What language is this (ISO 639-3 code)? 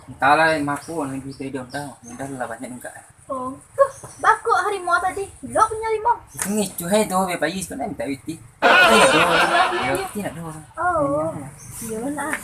min